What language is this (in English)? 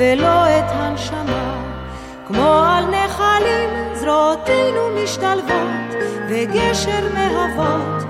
Hebrew